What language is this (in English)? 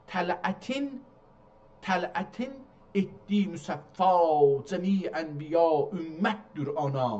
South Azerbaijani